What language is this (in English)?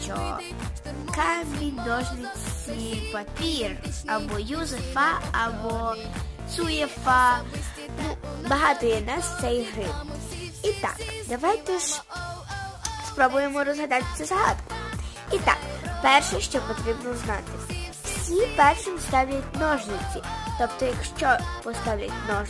Ukrainian